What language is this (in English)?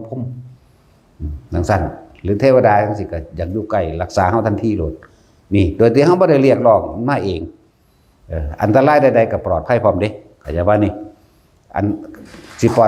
Northeastern Thai